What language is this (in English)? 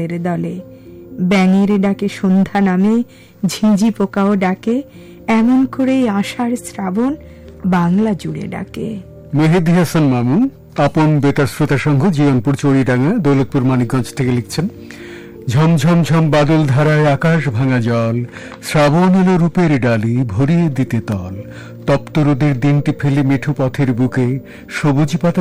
Bangla